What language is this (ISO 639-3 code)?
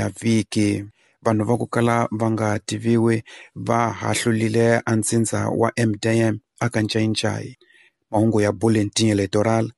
tso